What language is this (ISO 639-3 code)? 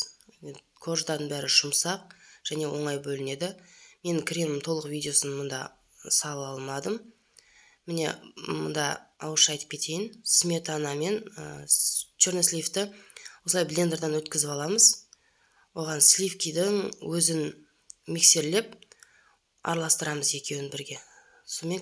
kaz